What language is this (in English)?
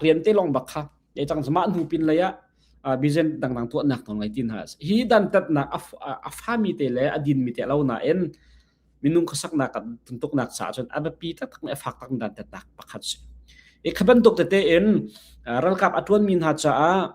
Hakha Chin